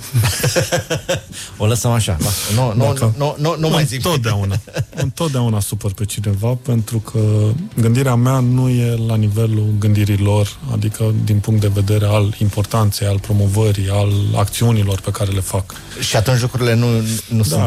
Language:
Romanian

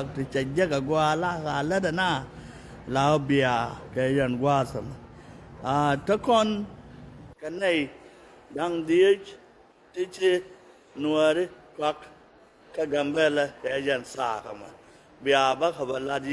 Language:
Nuer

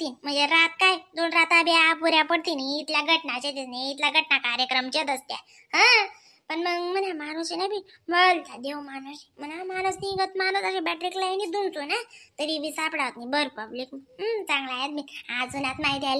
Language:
Khandesi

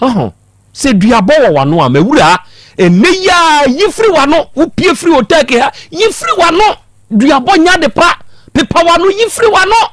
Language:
Akan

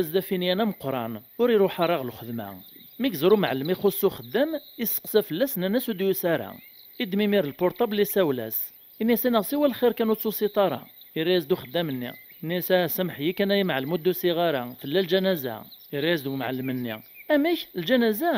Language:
Kabyle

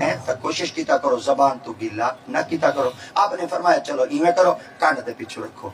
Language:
Saraiki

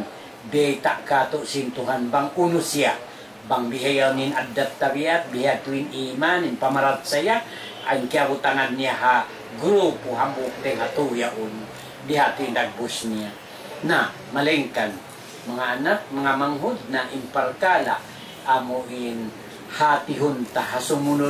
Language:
Tausug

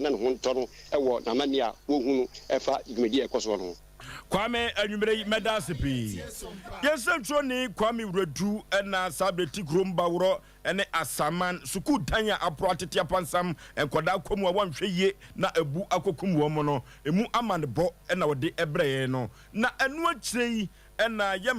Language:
Akan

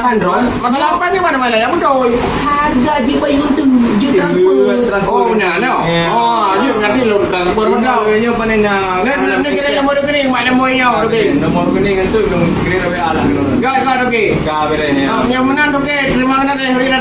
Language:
Achinese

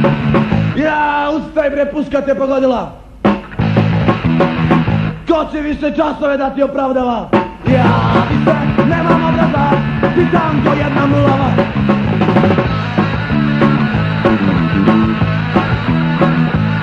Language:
Serbian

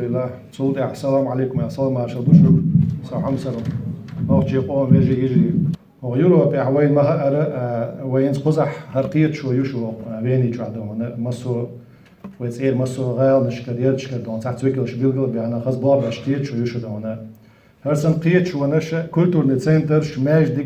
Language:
Chechen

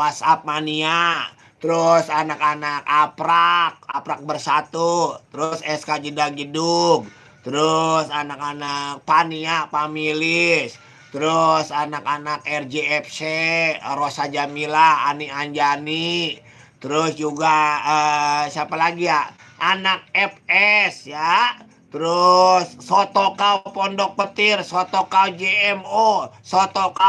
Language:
Betawi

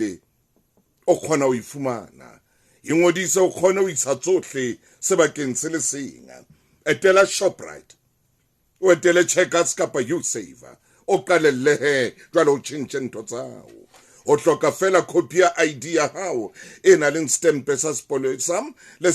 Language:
Southern Sotho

